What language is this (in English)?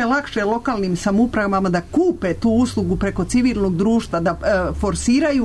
Serbian